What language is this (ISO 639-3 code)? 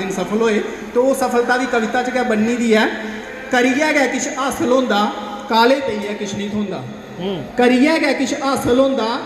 doi